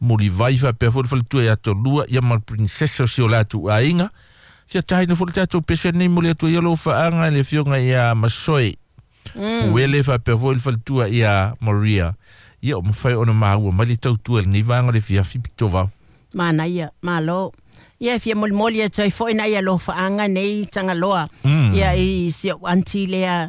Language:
Samoan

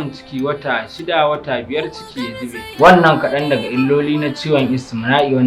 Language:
Hausa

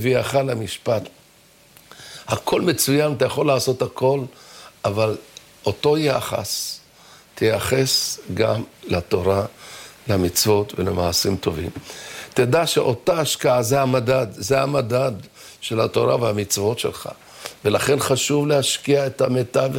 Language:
Hebrew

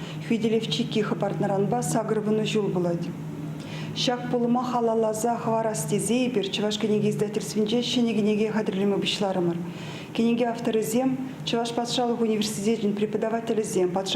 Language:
Chuvash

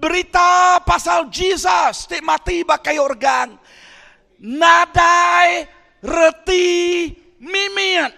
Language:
Iban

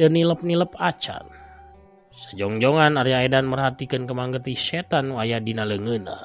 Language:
Sundanese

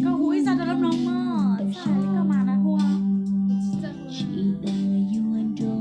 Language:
Hmong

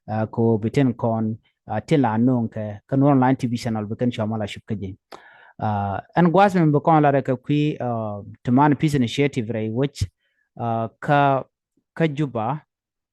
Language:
Nuer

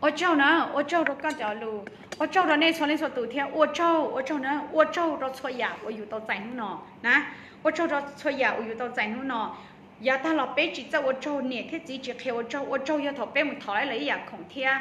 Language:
Hmong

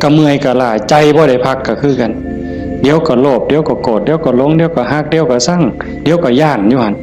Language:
Northeastern Thai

